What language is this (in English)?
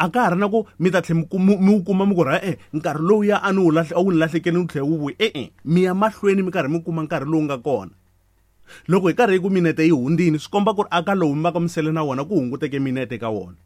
Tsonga